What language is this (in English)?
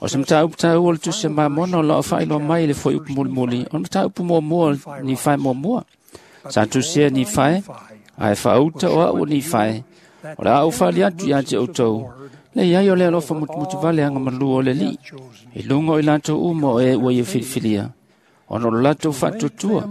Samoan